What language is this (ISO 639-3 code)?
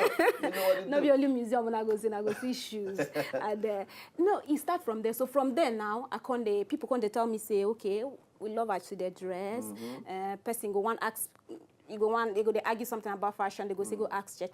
pcm